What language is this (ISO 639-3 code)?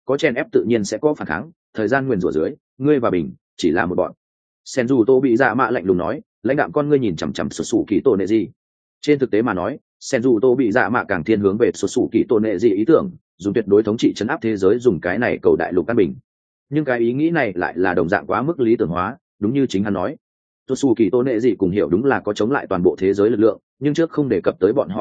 vie